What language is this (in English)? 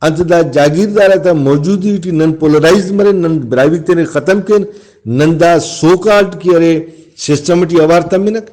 Brahui